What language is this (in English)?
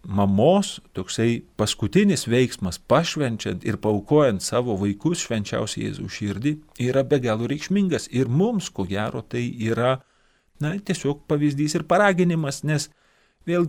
Lithuanian